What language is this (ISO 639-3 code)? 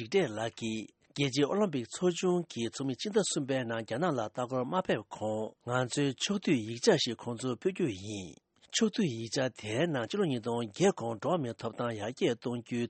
bod